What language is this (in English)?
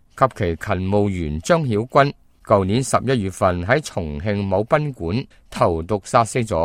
Cantonese